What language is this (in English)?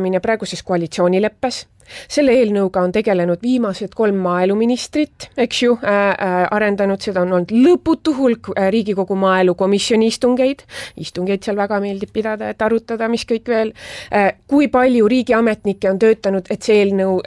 Estonian